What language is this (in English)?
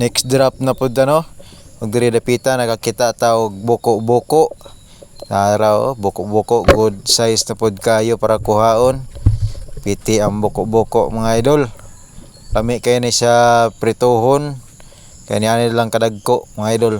Cebuano